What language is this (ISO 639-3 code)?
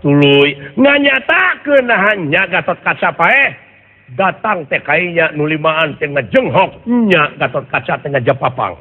sun